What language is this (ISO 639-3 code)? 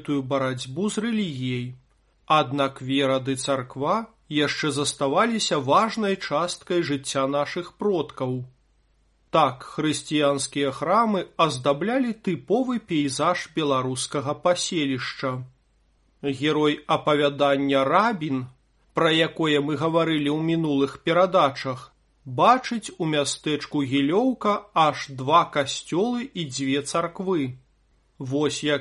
bel